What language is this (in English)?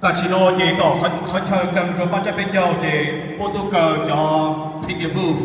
Hmong